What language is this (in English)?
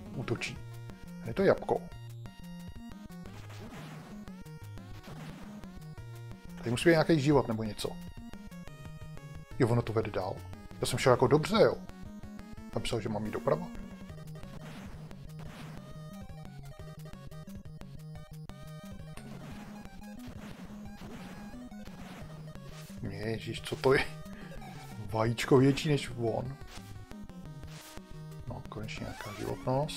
Czech